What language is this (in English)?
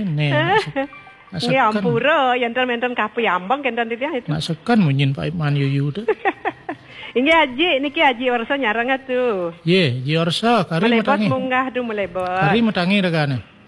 Balinese